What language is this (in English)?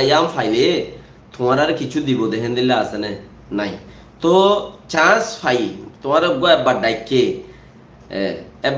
Rohingya